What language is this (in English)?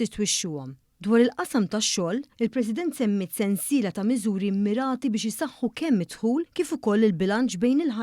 Maltese